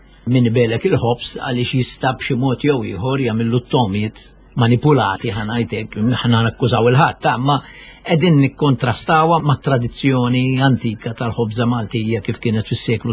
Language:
Maltese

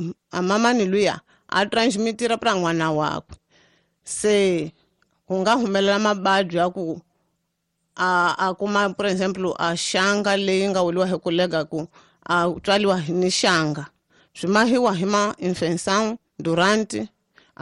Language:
Tsonga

